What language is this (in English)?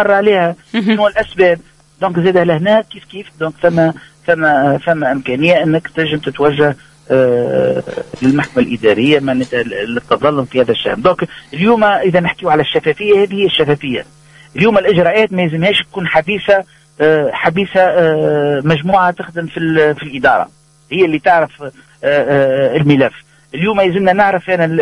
Tunisian Arabic